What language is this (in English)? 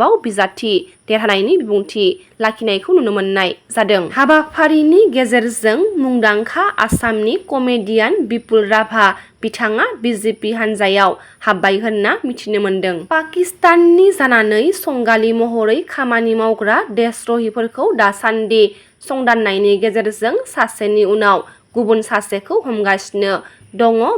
Bodo